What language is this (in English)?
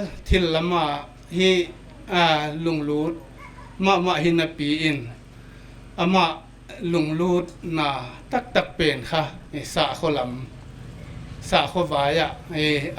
Paite Chin